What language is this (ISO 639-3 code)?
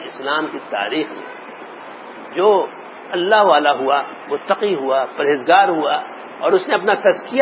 urd